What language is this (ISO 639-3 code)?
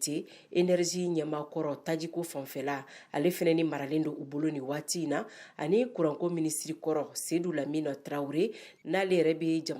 bam